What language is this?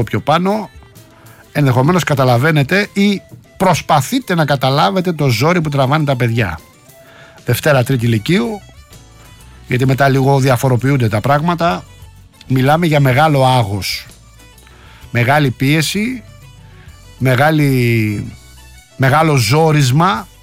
Greek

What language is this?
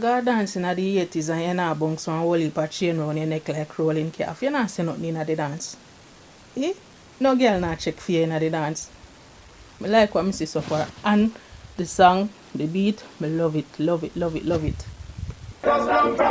Jamaican Creole English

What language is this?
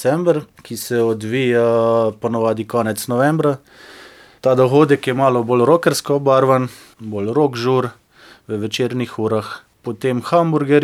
Slovenian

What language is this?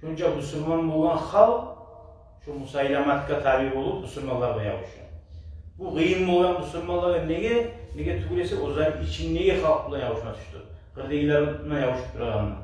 Kumyk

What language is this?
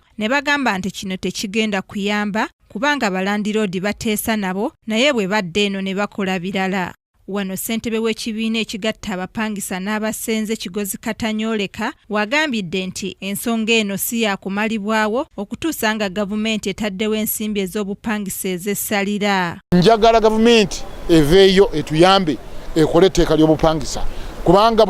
Ganda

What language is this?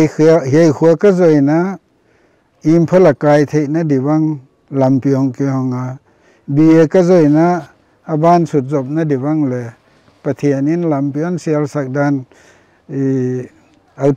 Paite Chin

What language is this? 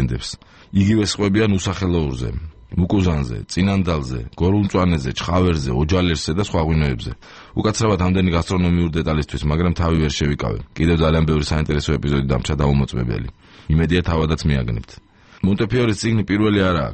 Georgian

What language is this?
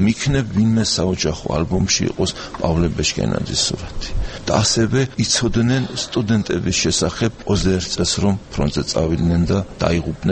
Georgian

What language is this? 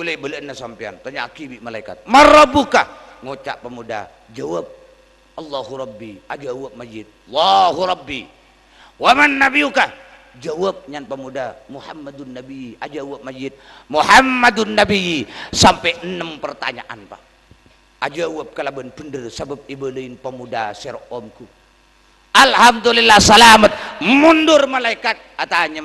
Madurese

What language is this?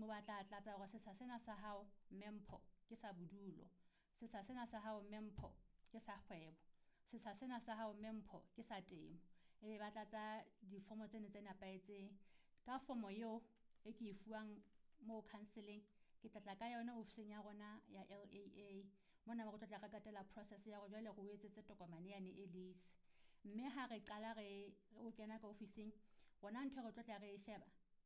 Southern Sotho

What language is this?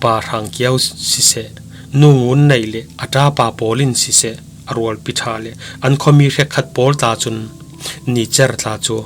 Falam Chin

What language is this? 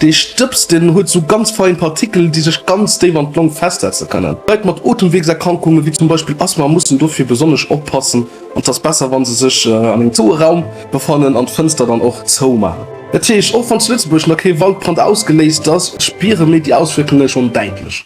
Luxembourgish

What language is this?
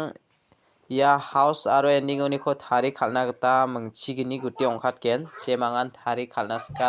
Garo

